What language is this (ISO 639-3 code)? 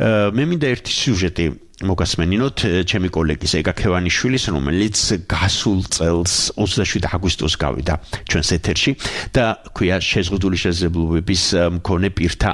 kat